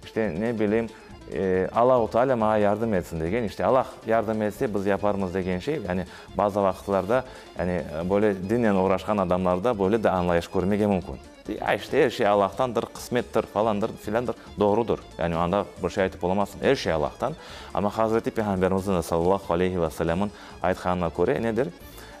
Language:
Crimean Tatar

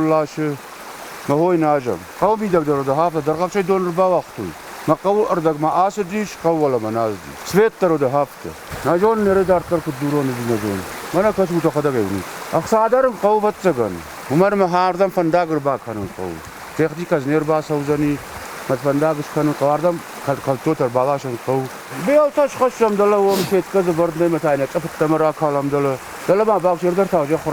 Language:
Ossetic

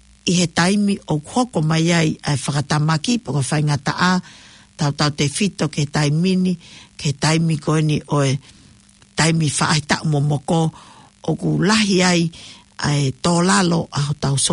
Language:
Tongan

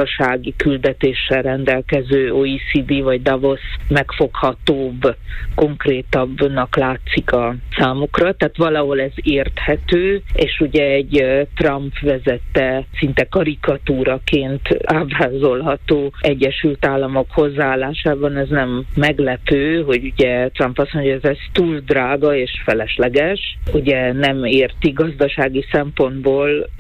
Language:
Hungarian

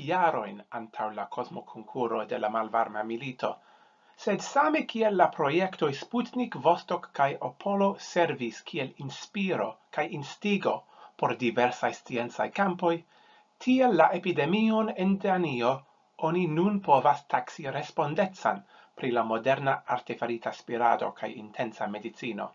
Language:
Esperanto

